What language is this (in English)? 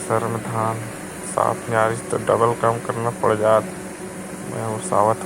Chhattisgarhi